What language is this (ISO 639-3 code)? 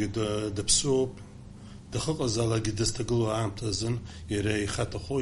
abk